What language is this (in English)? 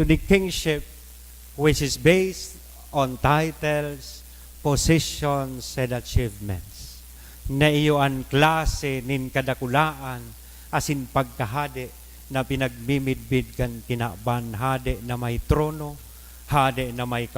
Bikol